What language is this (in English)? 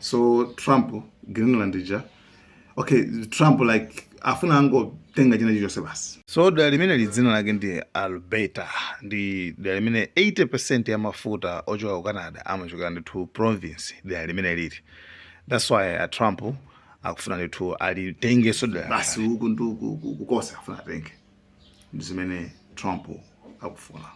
Nyanja